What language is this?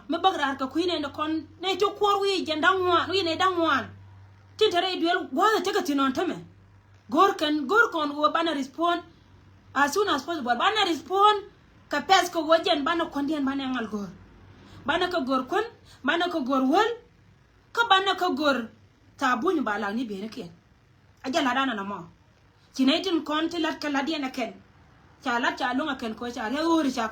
Nuer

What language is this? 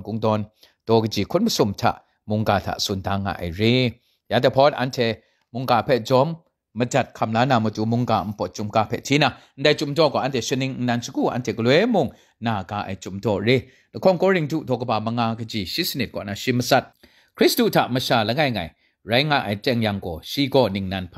Kachin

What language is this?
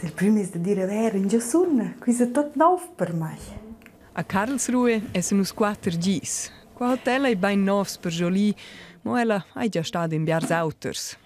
Romansh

